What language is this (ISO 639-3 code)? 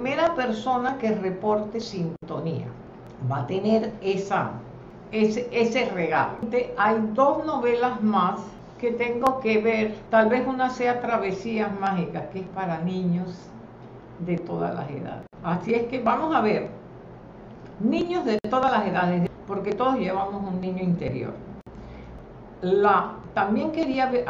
spa